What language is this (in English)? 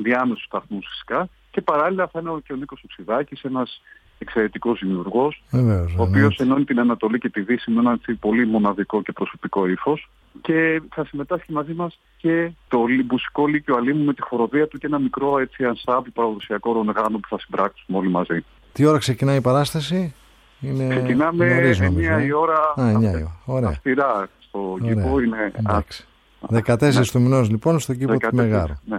Greek